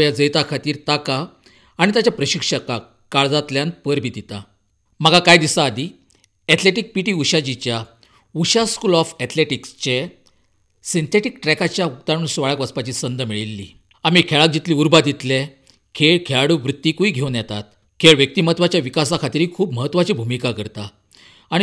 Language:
Konkani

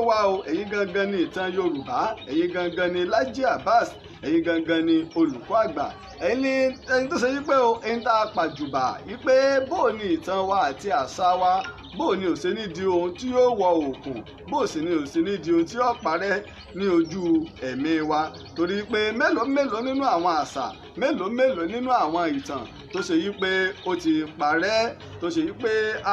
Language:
Yoruba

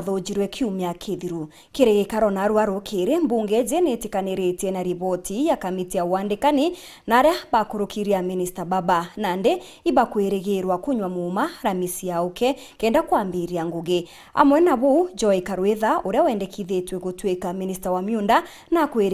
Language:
Meru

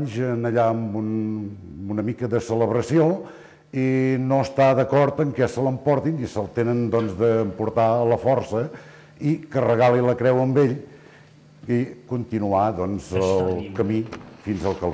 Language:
Catalan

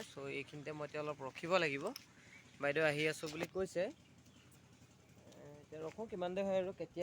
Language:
Assamese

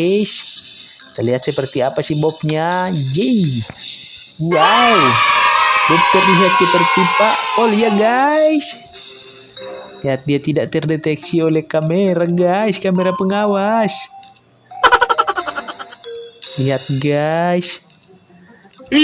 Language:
Indonesian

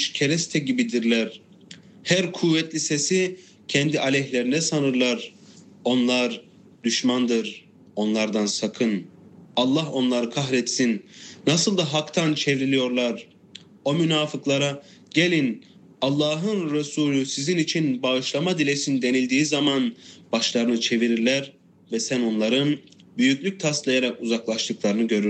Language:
Turkish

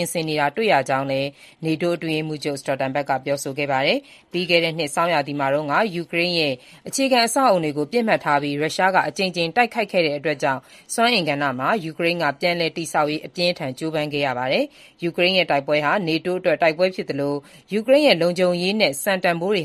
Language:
Burmese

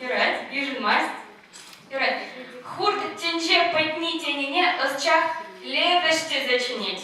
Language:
Chuvash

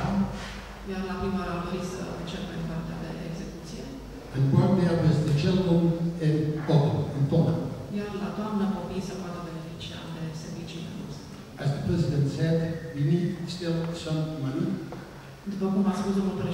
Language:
Romanian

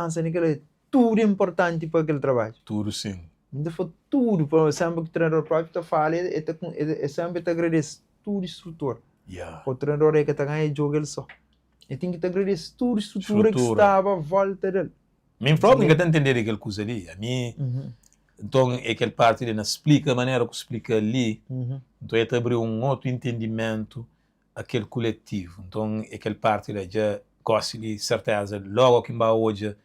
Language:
Kabuverdianu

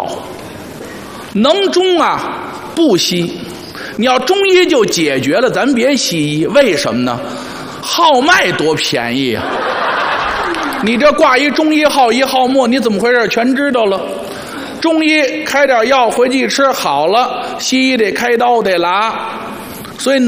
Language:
Chinese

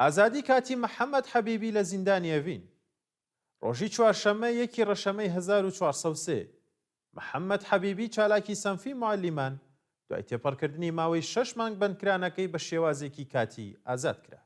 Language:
Central Kurdish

